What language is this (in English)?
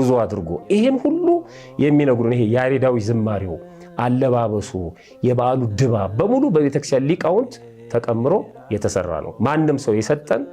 Amharic